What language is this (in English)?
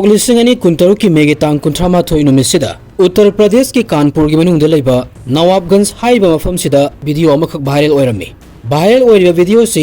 Manipuri